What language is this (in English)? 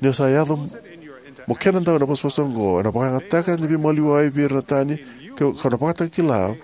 Fijian